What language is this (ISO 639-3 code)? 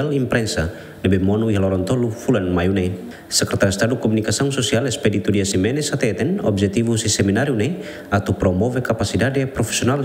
tet